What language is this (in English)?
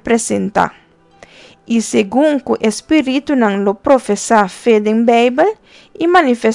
Papiamento